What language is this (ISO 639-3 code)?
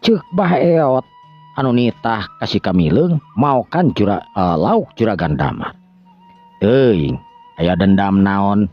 sun